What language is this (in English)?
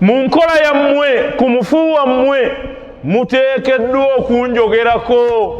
Ganda